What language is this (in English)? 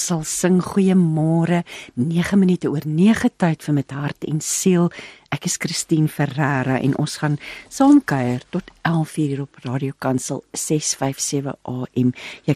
Afrikaans